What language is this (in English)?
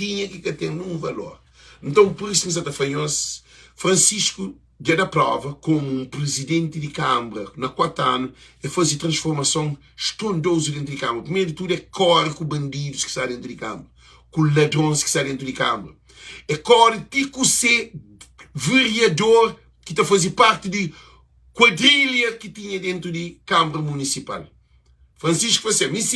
Kabuverdianu